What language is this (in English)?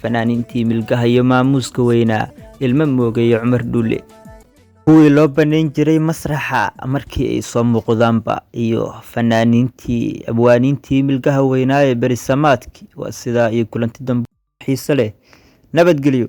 Somali